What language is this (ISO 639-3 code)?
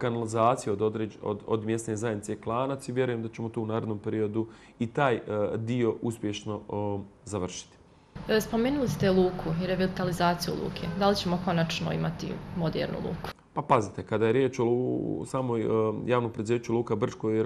bos